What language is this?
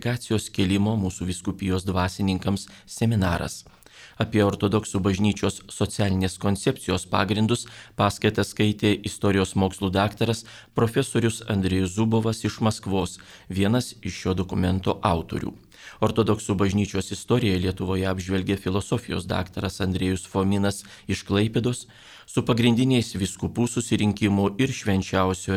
Lithuanian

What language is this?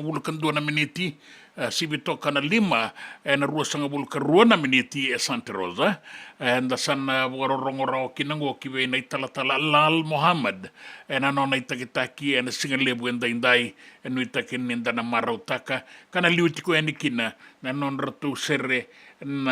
Fijian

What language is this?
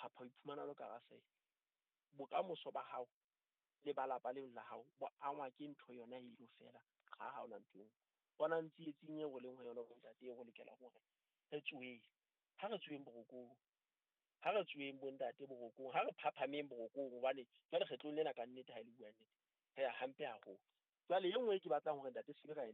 Southern Sotho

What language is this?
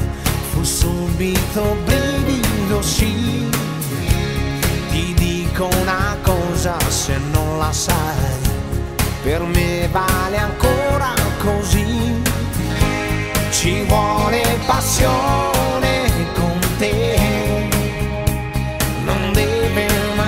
Italian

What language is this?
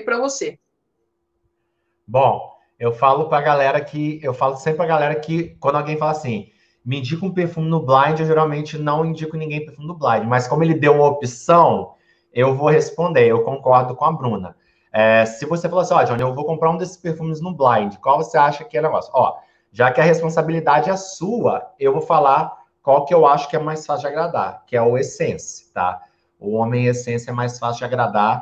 Portuguese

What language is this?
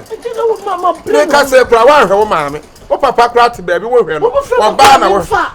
Akan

